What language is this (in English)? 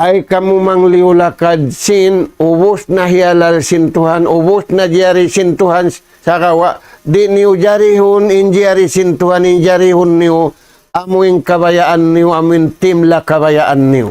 Tausug